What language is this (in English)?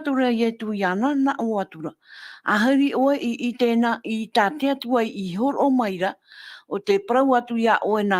Tahitian